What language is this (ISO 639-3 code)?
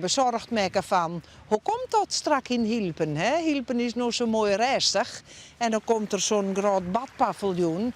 fry